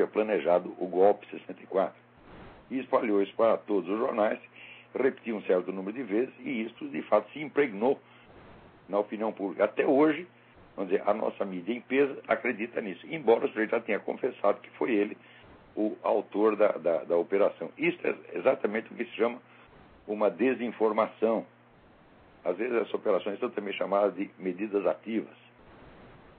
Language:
Portuguese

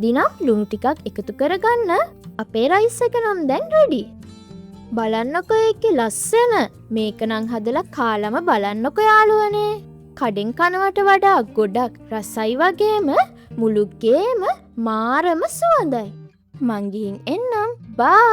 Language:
Sinhala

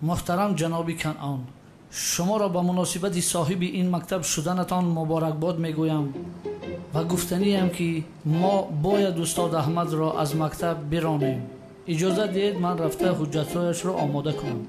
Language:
Tajik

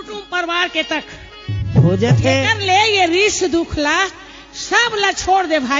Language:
Chhattisgarhi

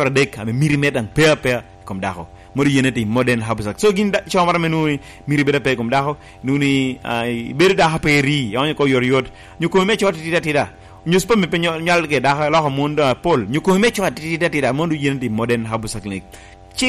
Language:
Lango (Uganda)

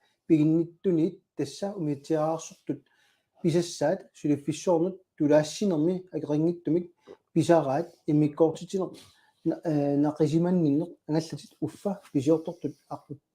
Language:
Kalaallisut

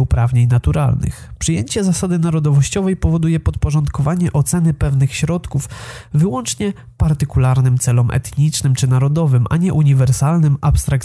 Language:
Polish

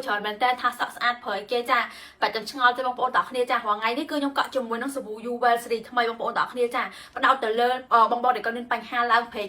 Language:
Khmer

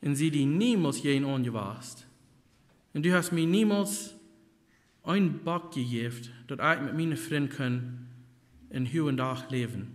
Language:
Plautdietsch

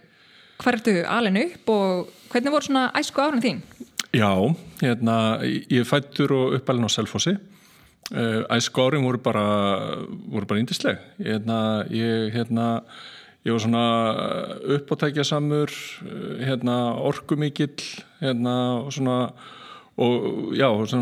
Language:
Icelandic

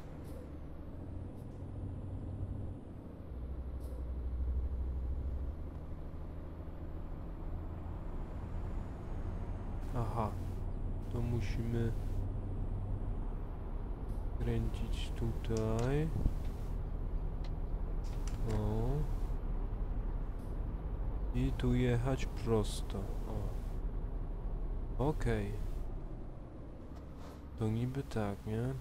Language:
Polish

